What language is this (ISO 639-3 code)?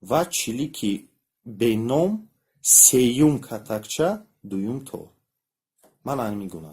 tgk